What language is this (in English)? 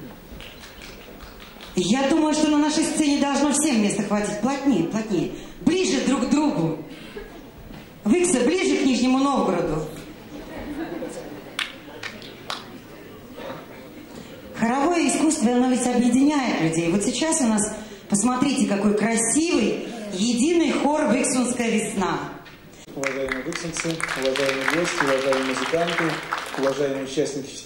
Russian